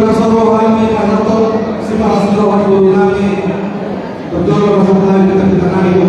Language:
Batak Toba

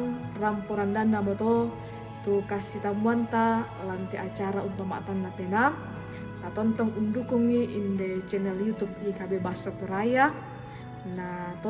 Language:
Toraja-Sa'dan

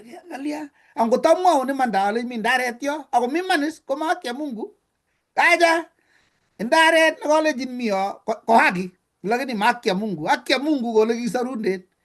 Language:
Kalenjin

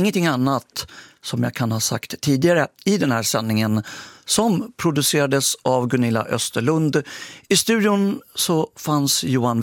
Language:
Swedish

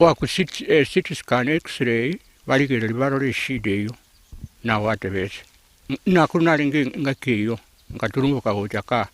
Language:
Gusii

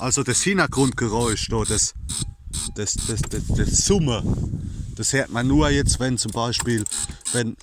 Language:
Palatine German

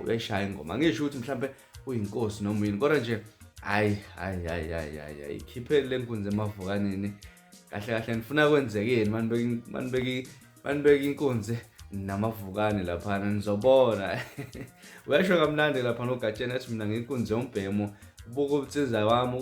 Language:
Zulu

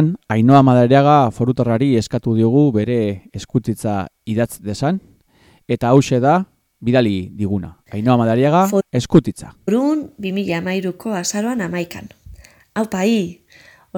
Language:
Basque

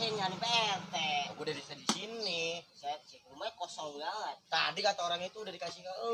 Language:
Betawi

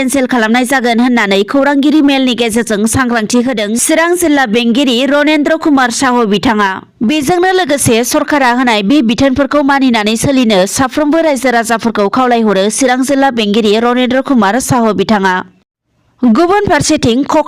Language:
Bodo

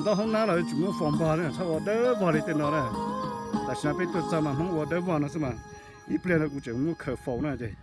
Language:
Hmong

